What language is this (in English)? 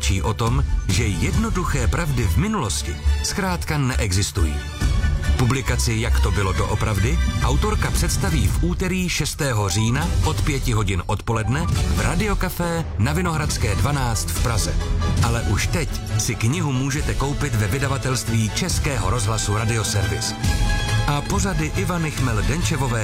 Czech